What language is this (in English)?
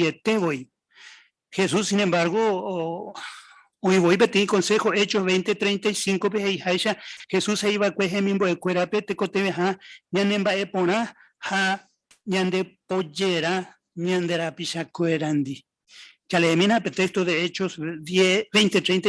Guarani